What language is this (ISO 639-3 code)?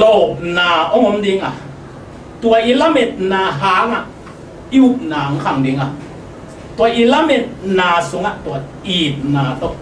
ctd